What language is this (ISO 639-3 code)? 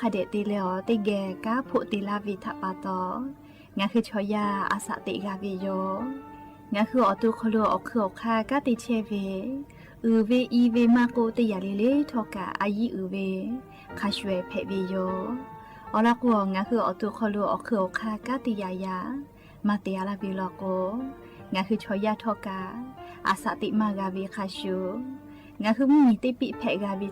lhu